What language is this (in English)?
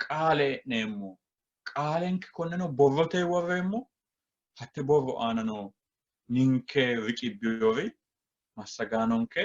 Sidamo